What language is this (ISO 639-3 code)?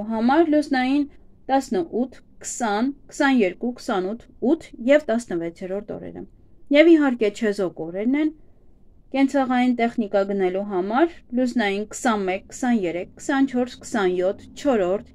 hye